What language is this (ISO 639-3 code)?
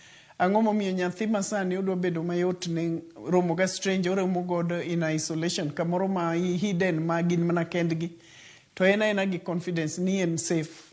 luo